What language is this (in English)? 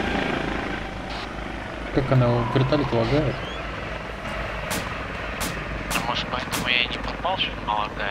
Russian